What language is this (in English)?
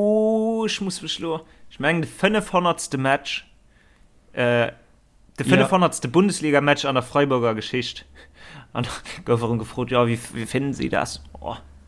Luxembourgish